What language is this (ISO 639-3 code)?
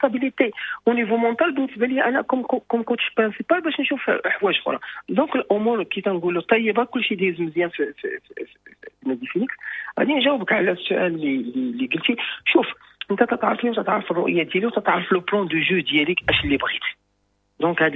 ary